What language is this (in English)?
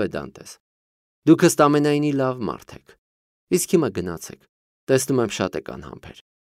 Armenian